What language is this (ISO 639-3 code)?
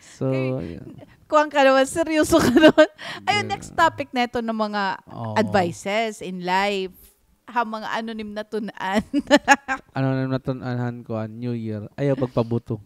war